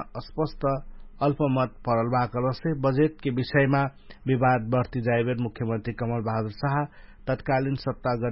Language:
Dangaura Tharu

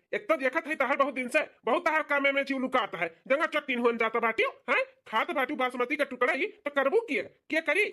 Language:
Bhojpuri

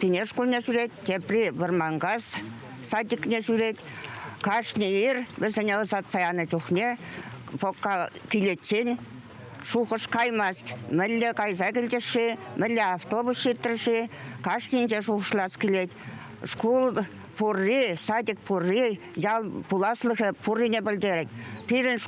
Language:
Chuvash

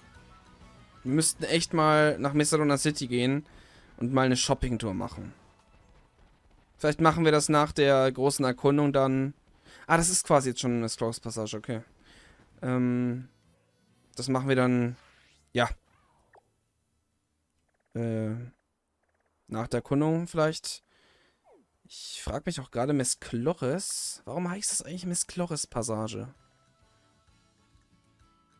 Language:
German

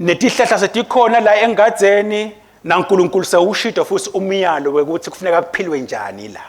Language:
Swati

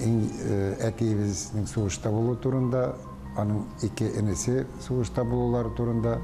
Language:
Tatar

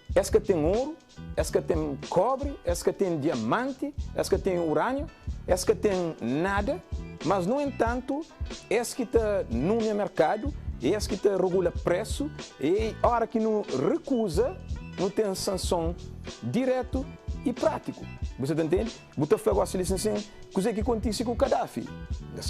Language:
Kabuverdianu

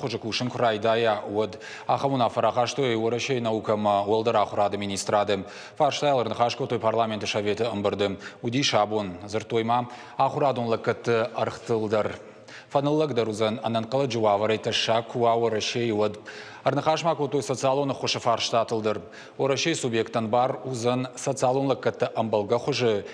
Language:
Ossetic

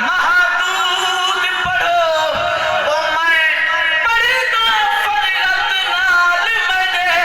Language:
Saraiki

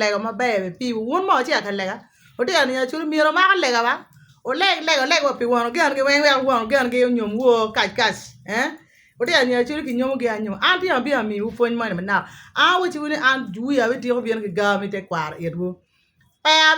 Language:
Acoli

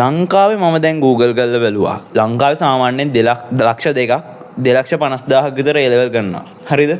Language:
Sinhala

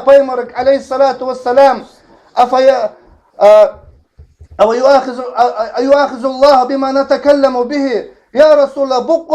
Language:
Ingush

